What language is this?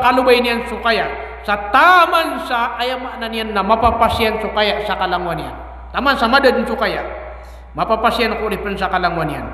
Maranao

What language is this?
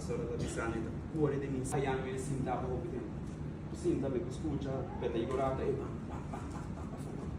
Papiamento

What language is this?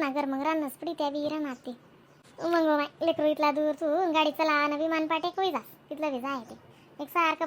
Khandesi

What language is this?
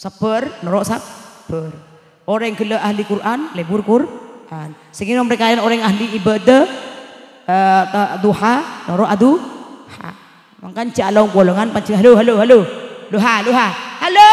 Madurese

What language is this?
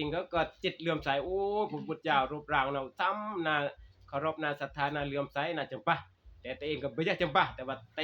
Northeastern Thai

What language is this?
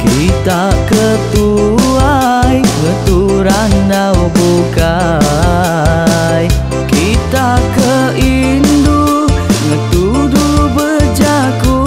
Iban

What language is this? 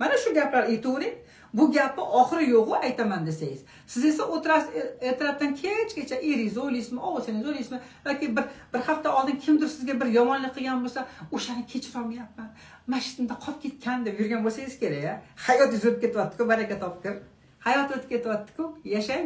Uzbek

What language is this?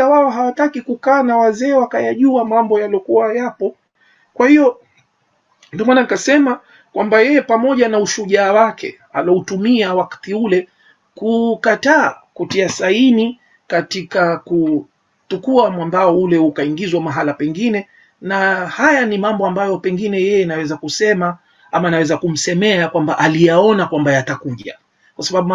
Swahili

